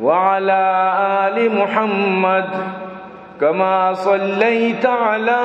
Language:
Baluchi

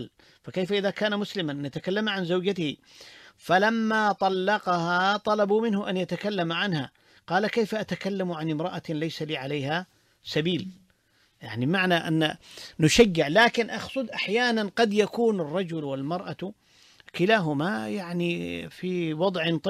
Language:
Arabic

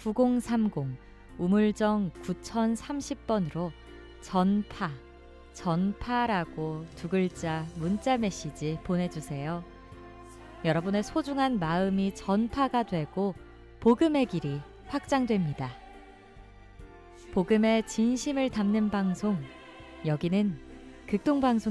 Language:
Korean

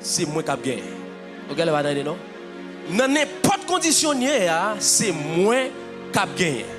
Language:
Haitian Creole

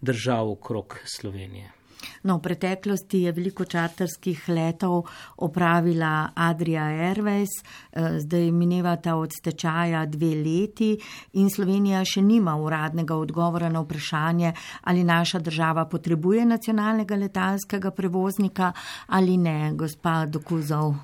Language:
Slovenian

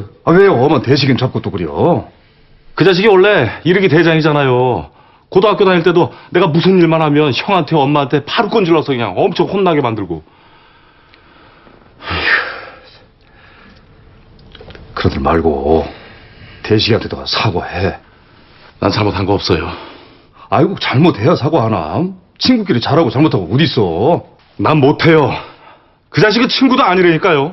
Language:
Korean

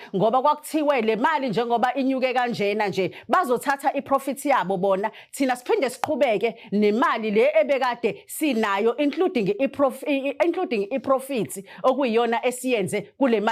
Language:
Zulu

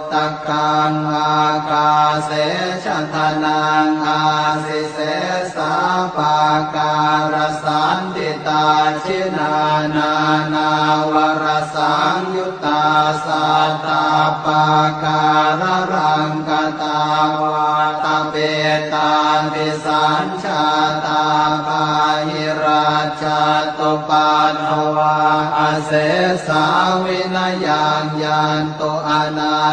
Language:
Pali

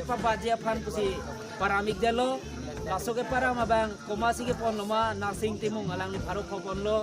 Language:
Karbi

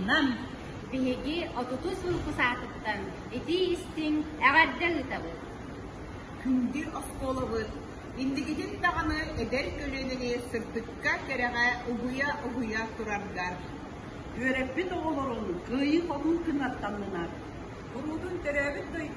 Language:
Yakut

